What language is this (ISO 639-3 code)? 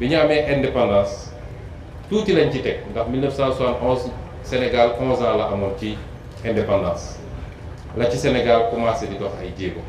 wol